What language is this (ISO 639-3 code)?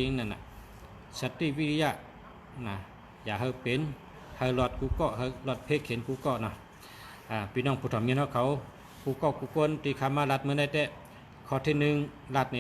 shn